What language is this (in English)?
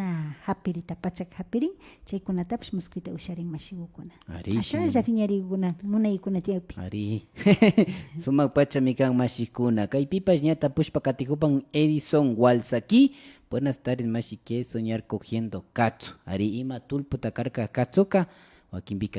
Imbabura Highland Quichua